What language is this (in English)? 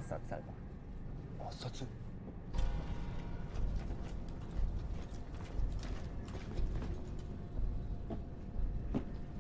Japanese